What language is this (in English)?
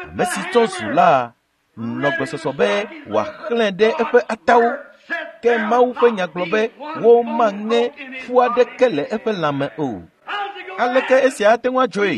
Ewe